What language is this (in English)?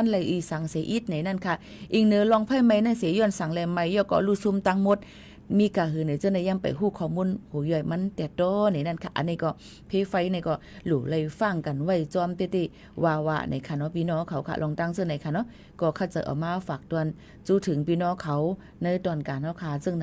Shan